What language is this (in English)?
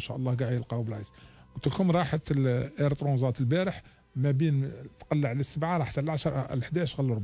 Algerian Arabic